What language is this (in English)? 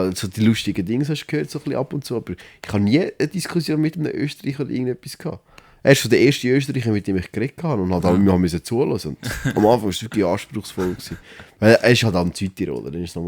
Swiss German